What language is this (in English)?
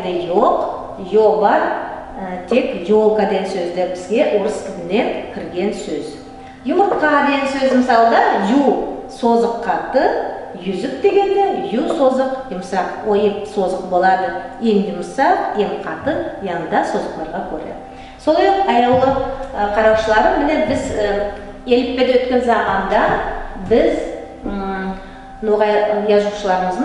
Nogai